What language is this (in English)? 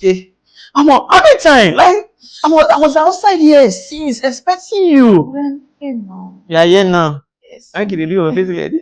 Nigerian Pidgin